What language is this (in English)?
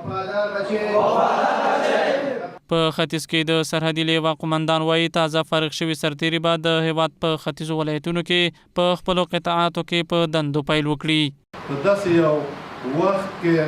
Pashto